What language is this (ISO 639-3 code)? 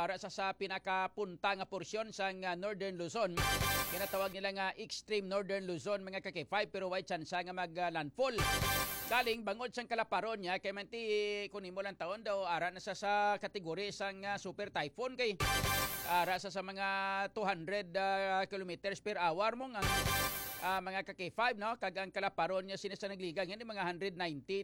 hil